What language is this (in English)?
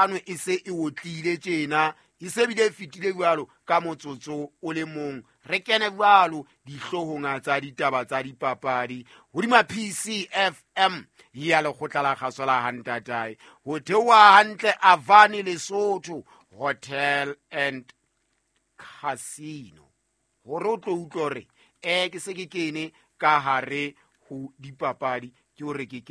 Southern Sotho